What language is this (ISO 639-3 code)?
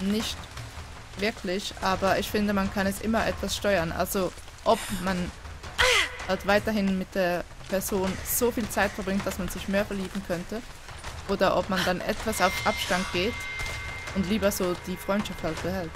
gsw